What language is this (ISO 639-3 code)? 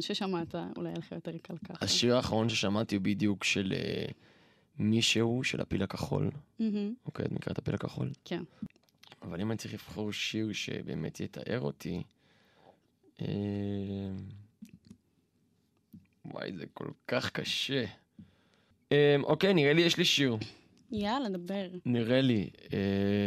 heb